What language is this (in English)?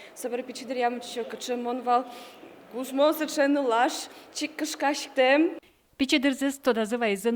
Udmurt